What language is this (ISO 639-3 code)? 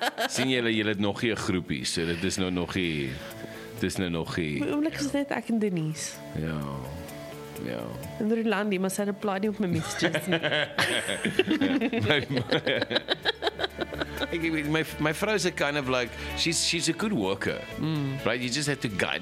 afr